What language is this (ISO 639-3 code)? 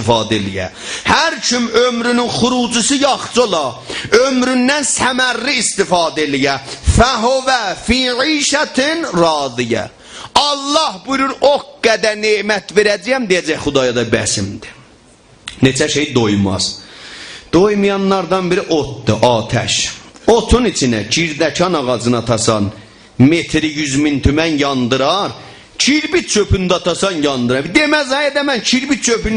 azb